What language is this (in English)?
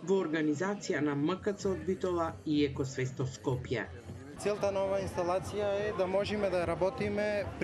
Macedonian